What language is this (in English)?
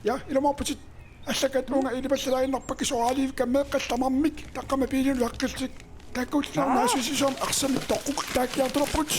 Kalaallisut